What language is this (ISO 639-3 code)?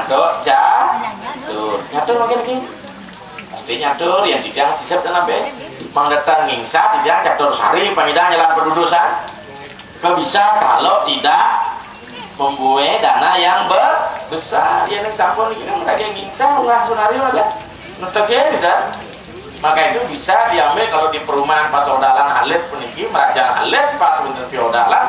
ban